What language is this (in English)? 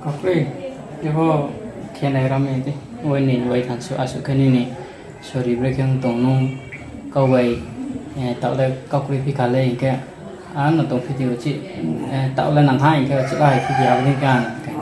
Riang (India)